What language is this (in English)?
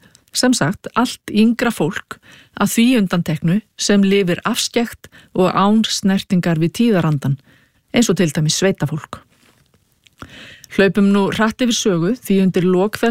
Icelandic